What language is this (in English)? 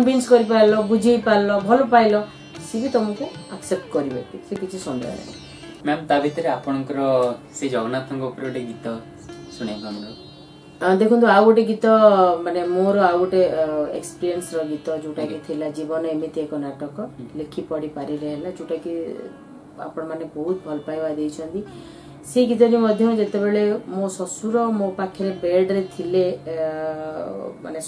Odia